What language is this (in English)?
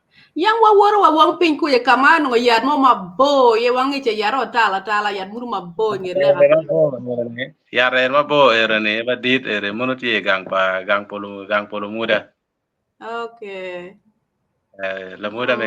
Acoli